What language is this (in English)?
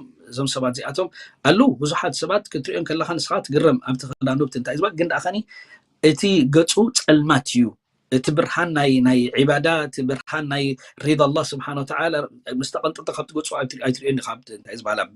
Tigrinya